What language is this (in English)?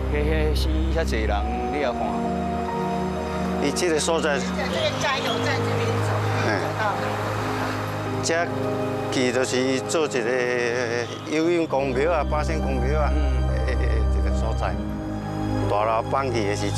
Min Nan Chinese